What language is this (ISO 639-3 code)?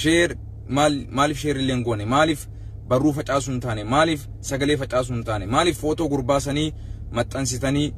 orm